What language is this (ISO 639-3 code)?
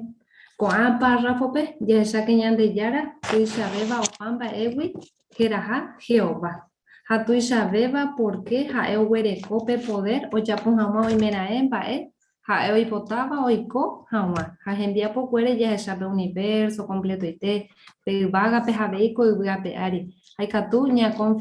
grn